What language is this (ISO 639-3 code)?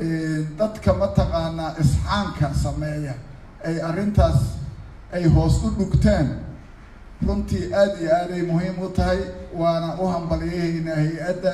som